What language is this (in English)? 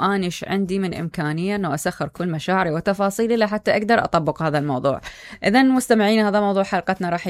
Mesopotamian Arabic